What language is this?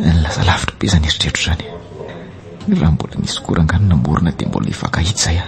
Malagasy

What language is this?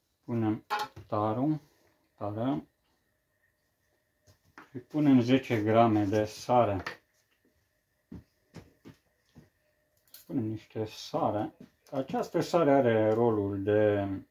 Romanian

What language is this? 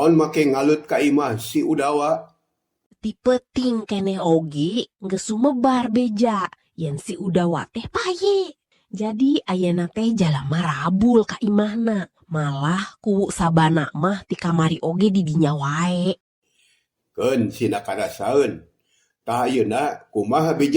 Sundanese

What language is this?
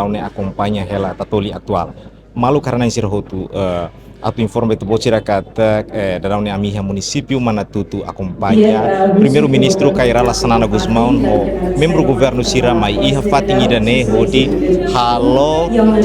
Tetum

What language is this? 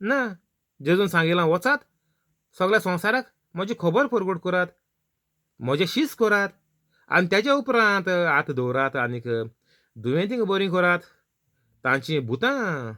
Konkani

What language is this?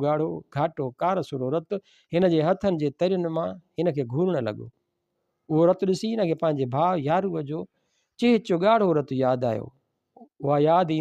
Sindhi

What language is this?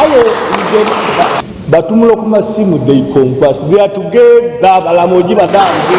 Soga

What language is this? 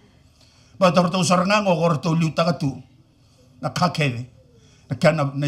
Fijian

